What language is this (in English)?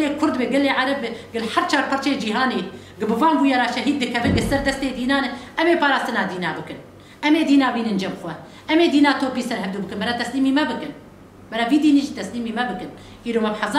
Kurdish